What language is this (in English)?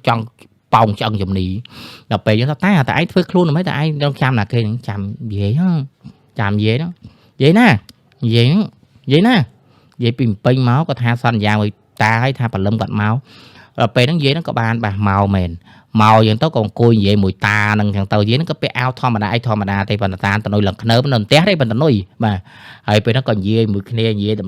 Khmer